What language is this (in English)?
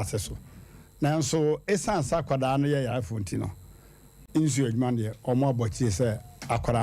Akan